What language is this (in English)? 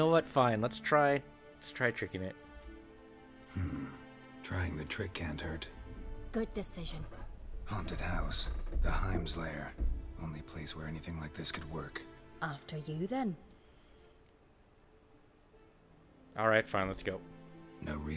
English